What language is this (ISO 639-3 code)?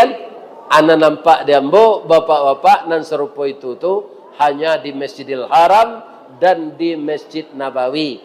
min